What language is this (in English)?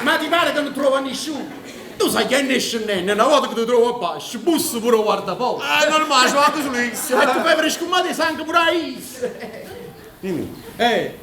Neapolitan